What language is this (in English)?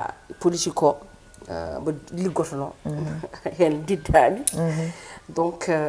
Fula